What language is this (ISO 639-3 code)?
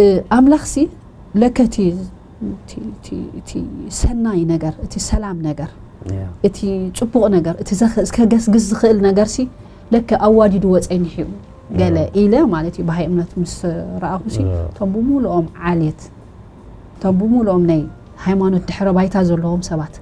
tir